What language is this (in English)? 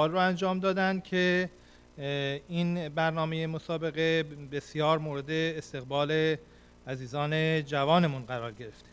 Persian